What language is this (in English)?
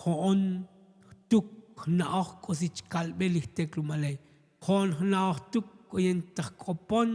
Tzotzil